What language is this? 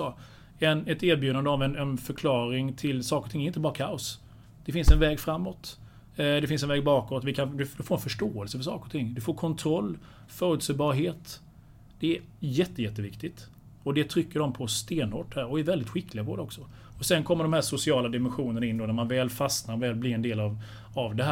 Swedish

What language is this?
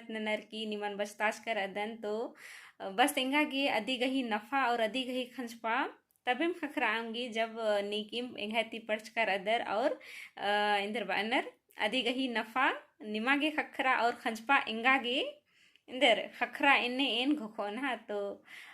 Kurukh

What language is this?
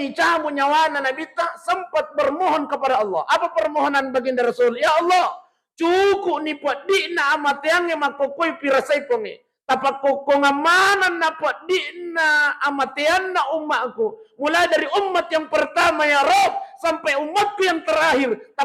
Buginese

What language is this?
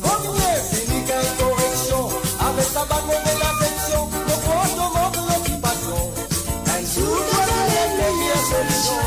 Morisyen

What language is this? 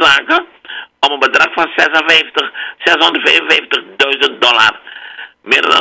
Dutch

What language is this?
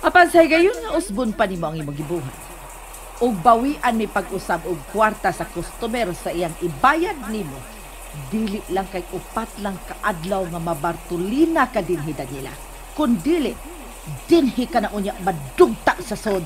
Cebuano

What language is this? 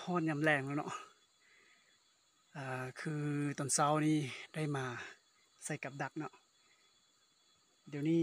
Lao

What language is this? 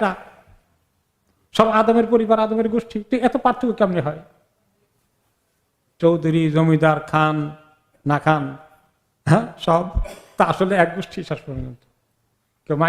Bangla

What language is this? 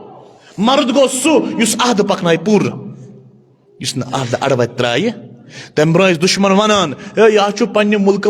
Kashmiri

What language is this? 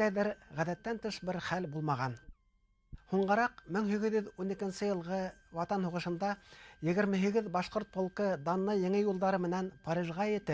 Bashkir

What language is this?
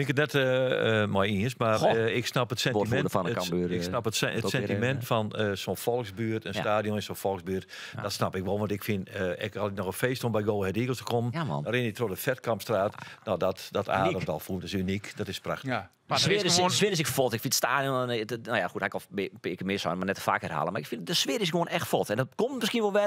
Western Frisian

